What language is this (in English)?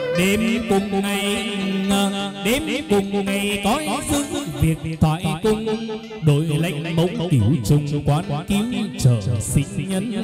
Vietnamese